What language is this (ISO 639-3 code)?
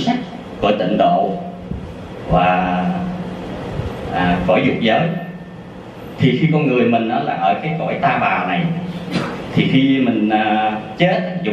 vie